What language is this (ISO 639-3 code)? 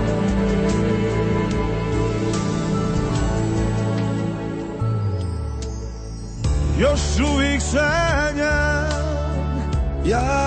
hrv